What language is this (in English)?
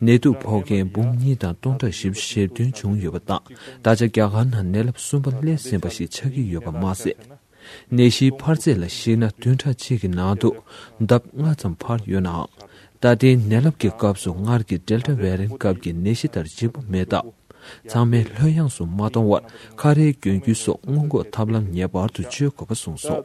Tibetan